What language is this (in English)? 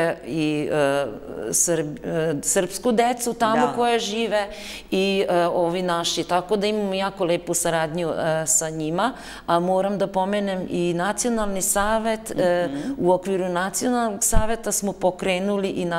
Serbian